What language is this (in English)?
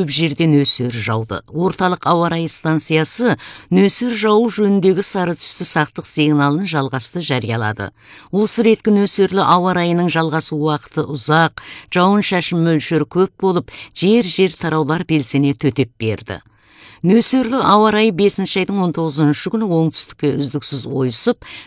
Kazakh